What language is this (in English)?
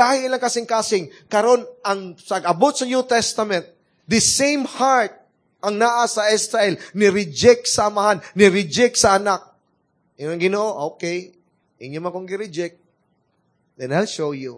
Cebuano